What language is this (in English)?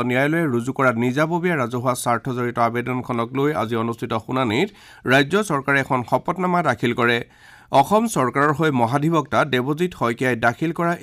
Assamese